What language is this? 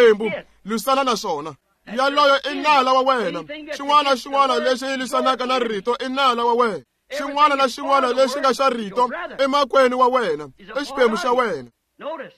Tsonga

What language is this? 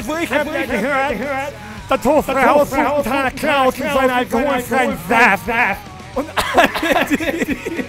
Bavarian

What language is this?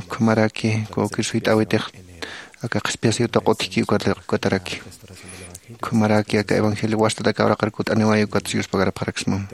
Aymara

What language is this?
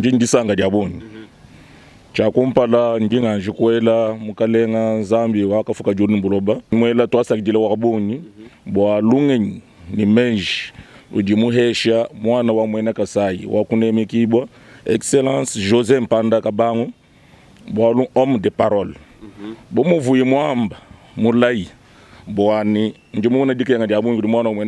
Luba-Lulua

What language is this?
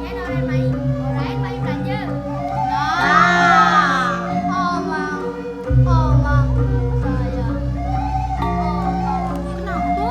Balinese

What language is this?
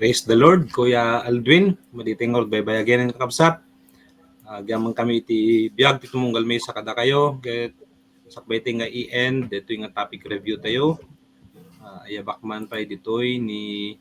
Iloko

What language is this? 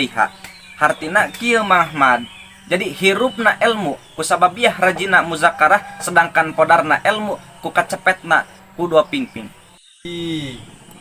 Sundanese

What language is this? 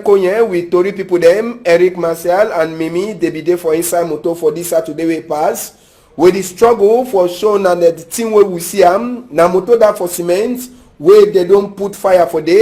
Nigerian Pidgin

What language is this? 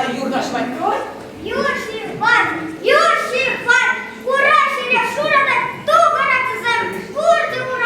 Chuvash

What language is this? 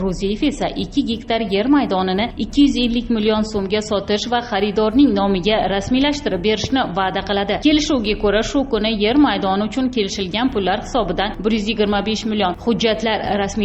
Uzbek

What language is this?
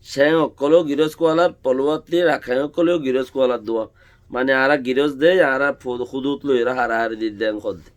Rohingya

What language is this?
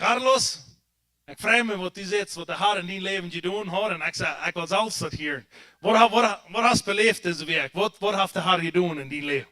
Plautdietsch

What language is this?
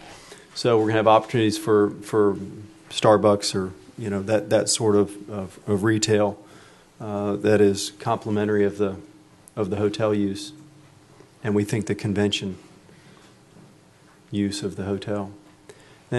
English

